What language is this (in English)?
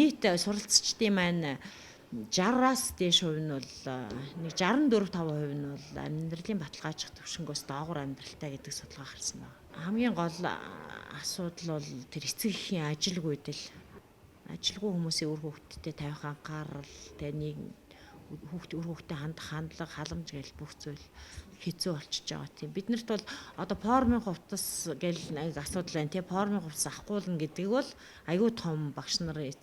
Mongolian